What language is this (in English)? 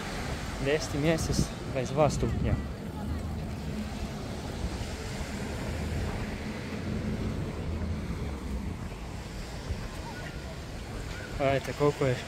Croatian